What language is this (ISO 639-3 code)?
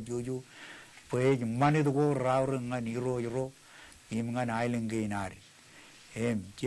mah